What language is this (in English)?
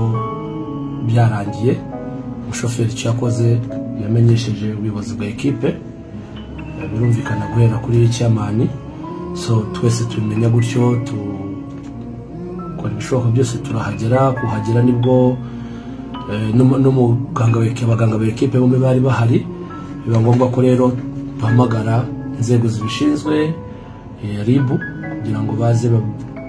Kinyarwanda